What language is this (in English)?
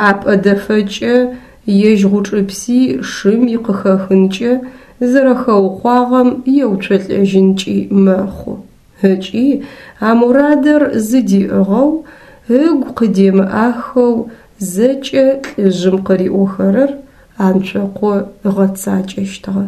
Adyghe